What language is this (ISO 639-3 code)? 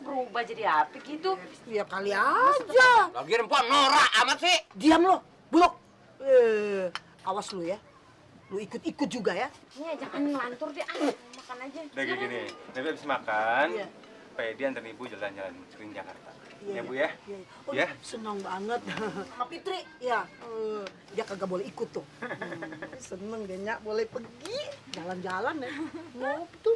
bew